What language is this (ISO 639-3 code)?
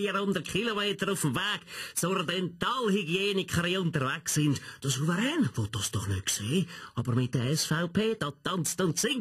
gsw